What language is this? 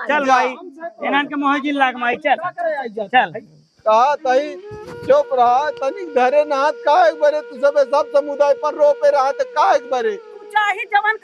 Awadhi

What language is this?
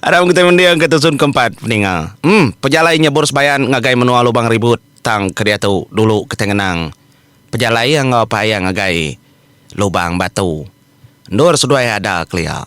Iban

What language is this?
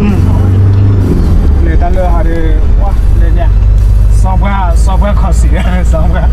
S'gaw Karen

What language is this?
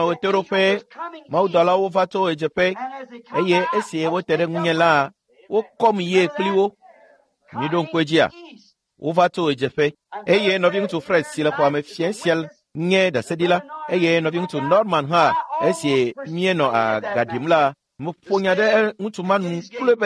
Ewe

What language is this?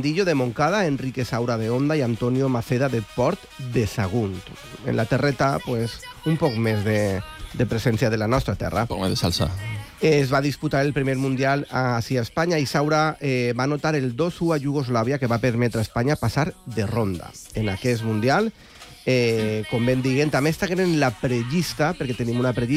Catalan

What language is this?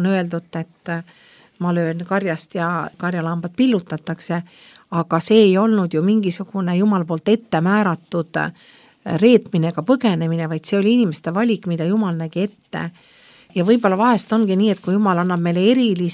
Estonian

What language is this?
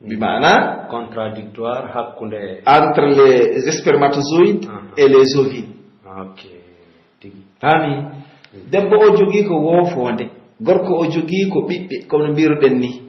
Pular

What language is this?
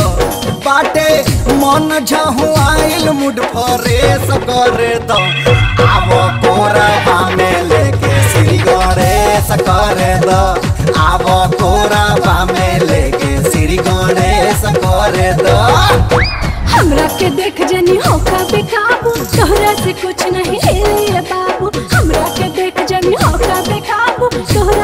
Bhojpuri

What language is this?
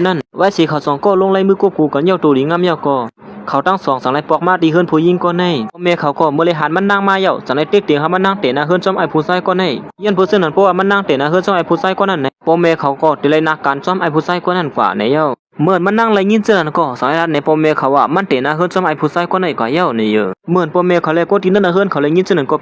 Shan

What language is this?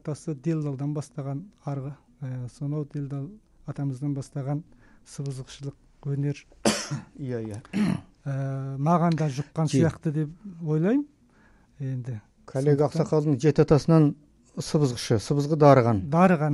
Kazakh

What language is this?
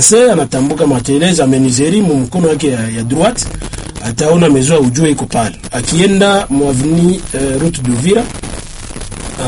Swahili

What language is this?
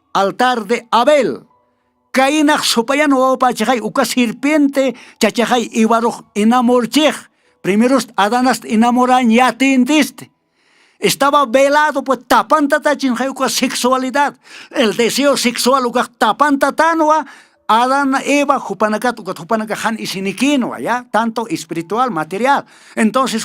Aymara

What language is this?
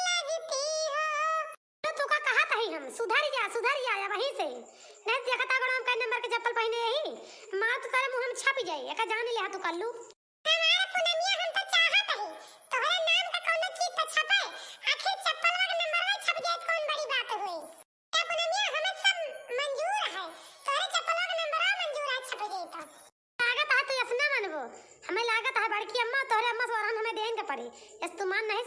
Awadhi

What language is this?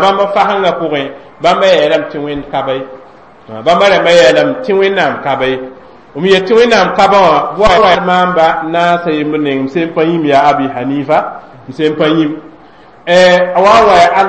Mossi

